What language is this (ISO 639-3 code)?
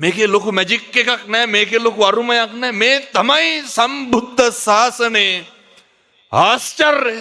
sin